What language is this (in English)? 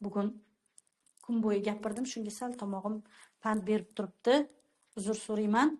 Uzbek